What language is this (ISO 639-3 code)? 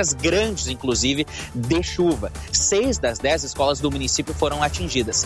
por